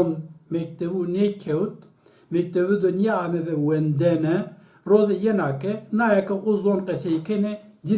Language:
Zaza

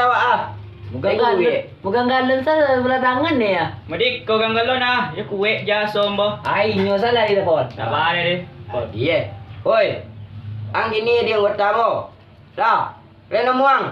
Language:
Minangkabau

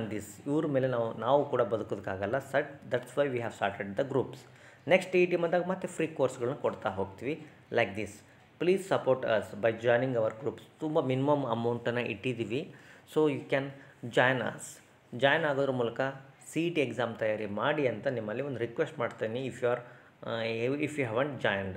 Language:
Kannada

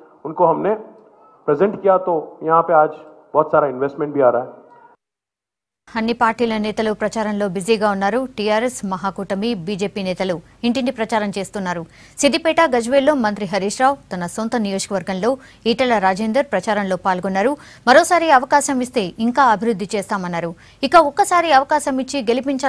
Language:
Telugu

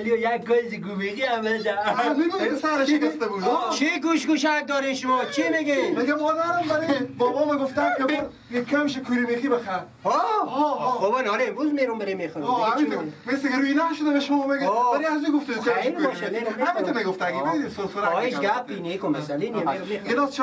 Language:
Persian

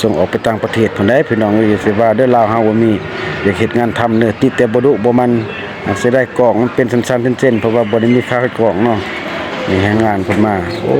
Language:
Lao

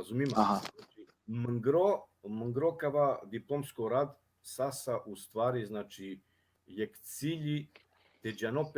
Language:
Balkan Romani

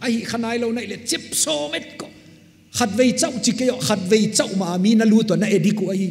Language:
Paite Chin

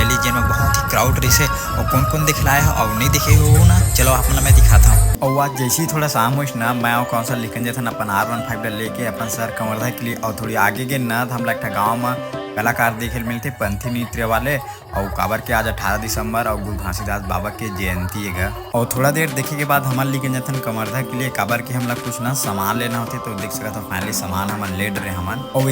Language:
Chhattisgarhi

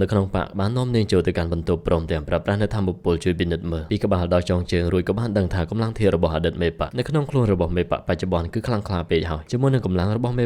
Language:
Khmer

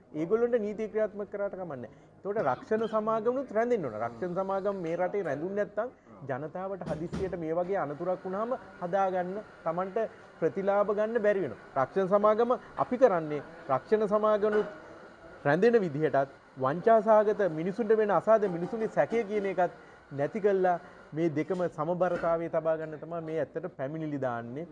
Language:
Sinhala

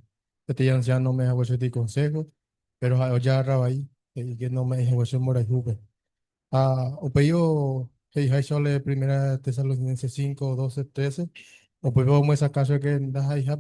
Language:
Guarani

